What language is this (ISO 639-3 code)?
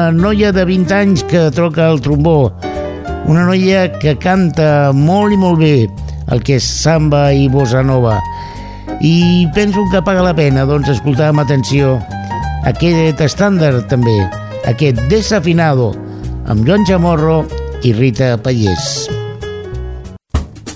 cat